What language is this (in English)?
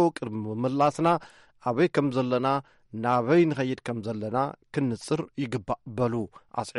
Tigrinya